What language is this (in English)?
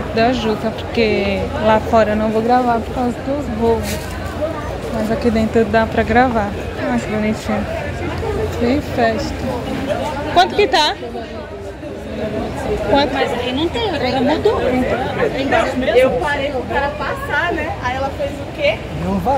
Portuguese